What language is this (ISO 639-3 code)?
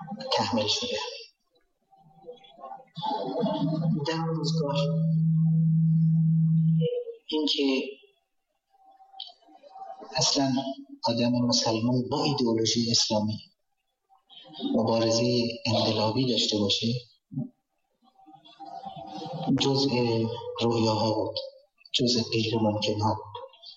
fas